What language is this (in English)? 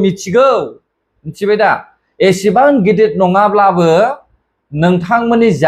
Bodo